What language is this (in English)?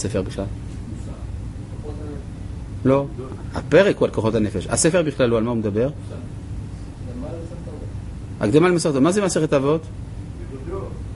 Hebrew